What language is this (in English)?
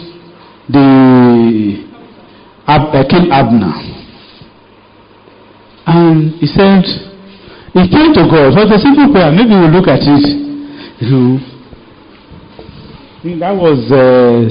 English